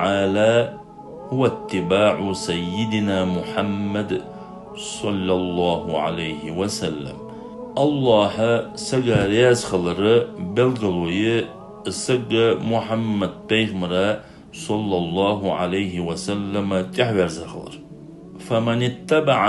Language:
Ingush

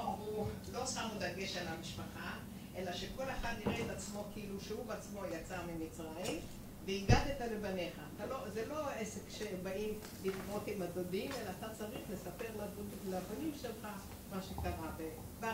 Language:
Hebrew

